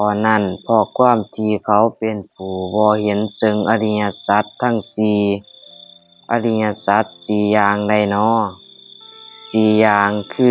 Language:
Lao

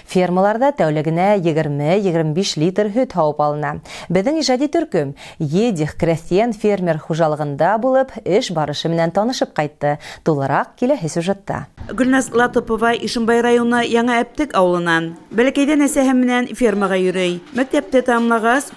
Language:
Bashkir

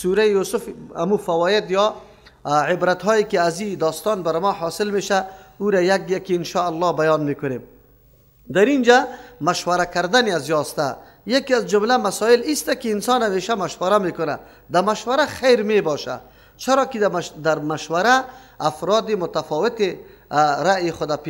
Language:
Persian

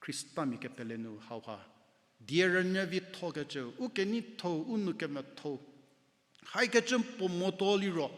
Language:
Angami Naga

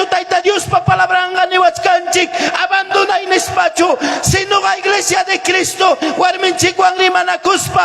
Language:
Ayacucho Quechua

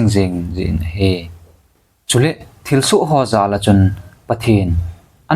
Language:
Thado Chin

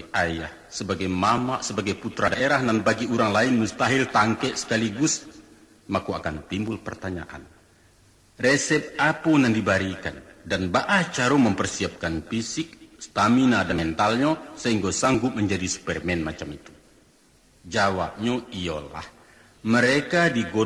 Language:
Minangkabau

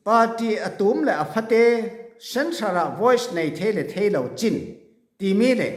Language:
Falam Chin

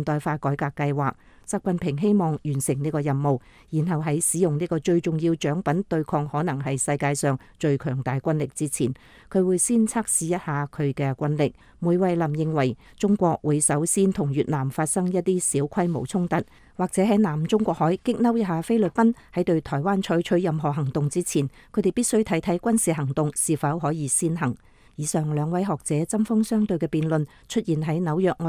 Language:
Cantonese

